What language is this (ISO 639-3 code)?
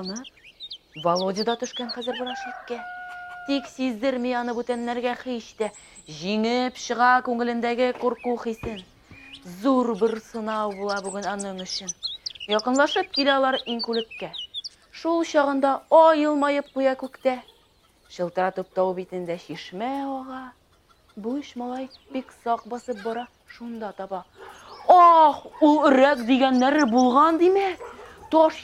tat